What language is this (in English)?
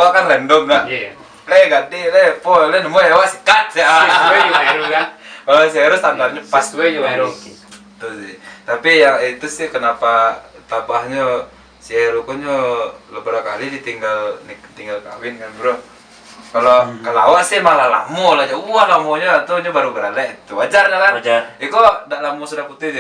Minangkabau